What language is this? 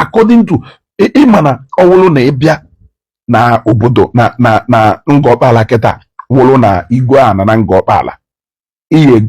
Igbo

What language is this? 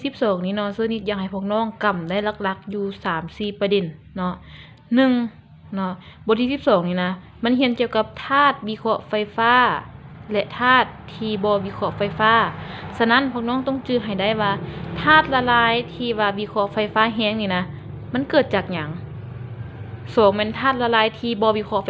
Lao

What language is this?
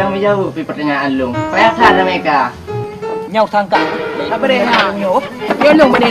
Achinese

